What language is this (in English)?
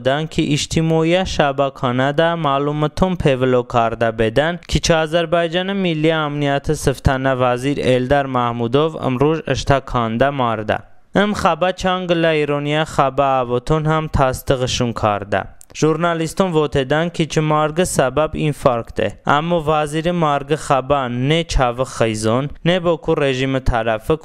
Talysh